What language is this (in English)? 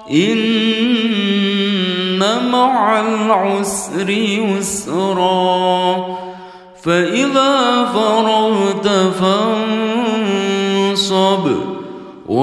Arabic